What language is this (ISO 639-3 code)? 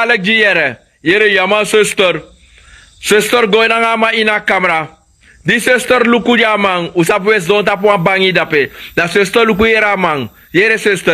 srn